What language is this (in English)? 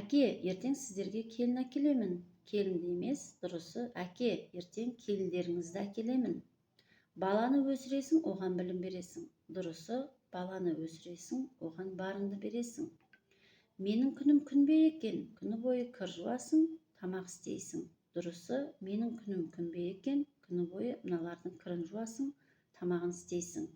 Kazakh